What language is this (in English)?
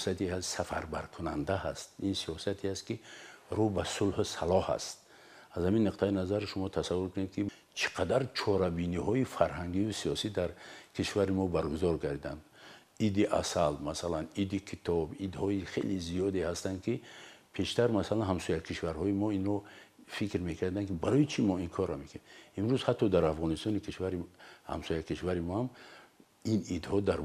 Tajik